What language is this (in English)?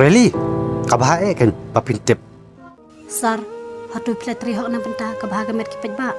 Khasi